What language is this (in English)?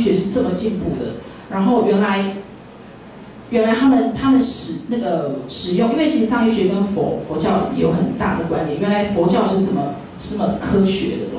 Chinese